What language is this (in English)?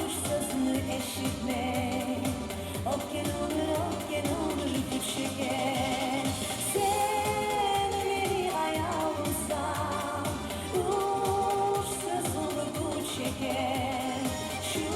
Kumyk